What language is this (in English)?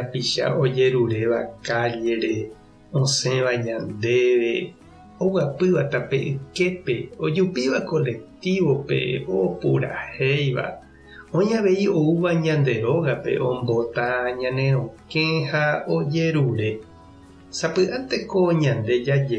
Guarani